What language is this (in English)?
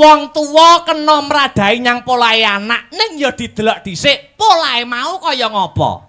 Javanese